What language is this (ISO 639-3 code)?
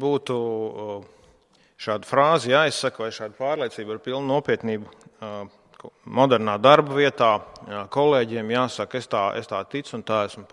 lav